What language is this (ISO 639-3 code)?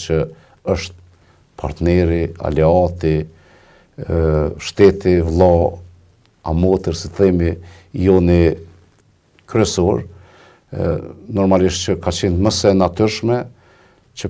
sqi